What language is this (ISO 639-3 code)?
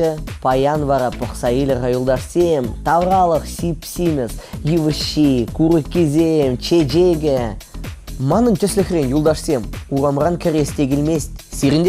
chv